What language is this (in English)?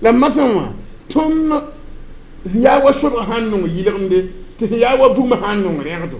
Mossi